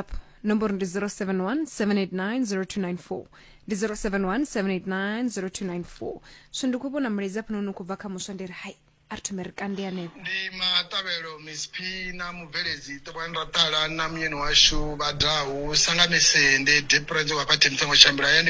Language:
Venda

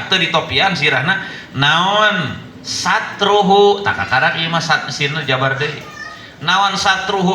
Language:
Sundanese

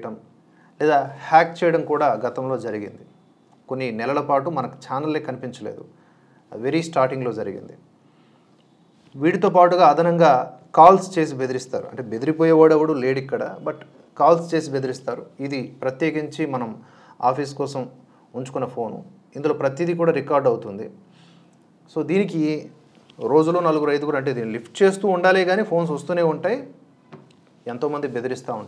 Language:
Telugu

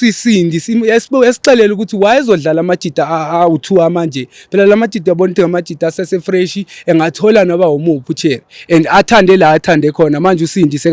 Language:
Zulu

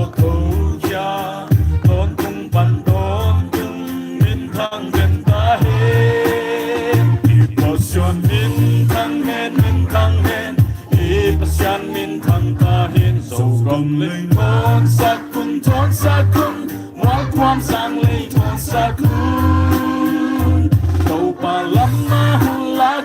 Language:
Paite Chin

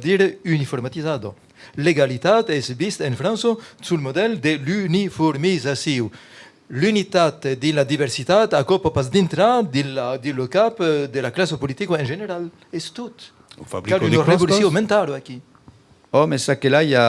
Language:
Occitan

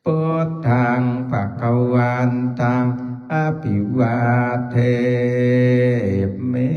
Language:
Pali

